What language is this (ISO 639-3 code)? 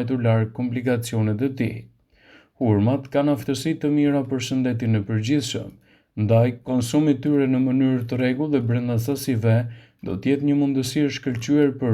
sqi